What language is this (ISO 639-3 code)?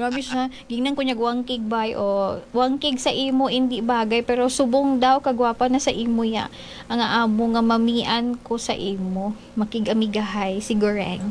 ceb